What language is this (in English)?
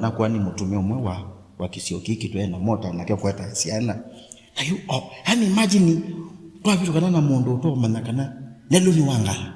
Kamba